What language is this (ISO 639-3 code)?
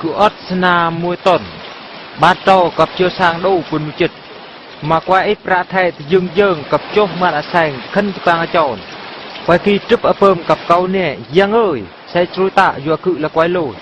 bru